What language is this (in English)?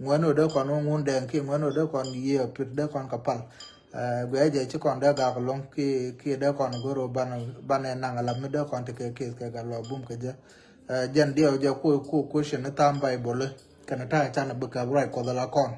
Nuer